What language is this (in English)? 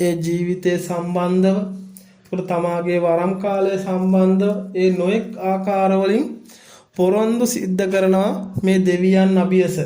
Sinhala